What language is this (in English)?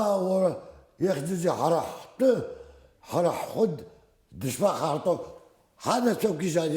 Abkhazian